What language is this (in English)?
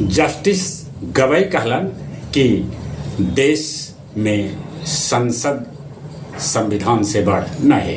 Magahi